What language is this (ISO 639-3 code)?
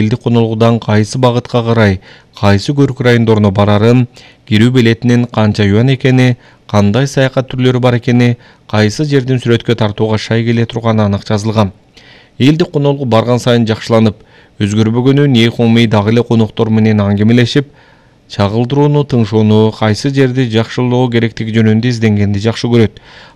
kir